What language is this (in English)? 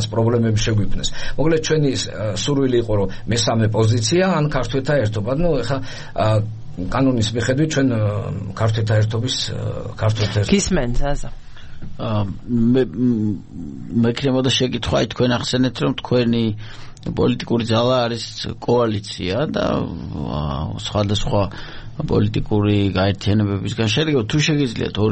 Georgian